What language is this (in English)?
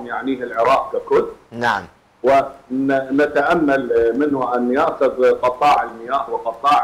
Arabic